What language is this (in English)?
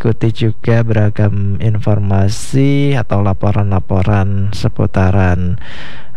Indonesian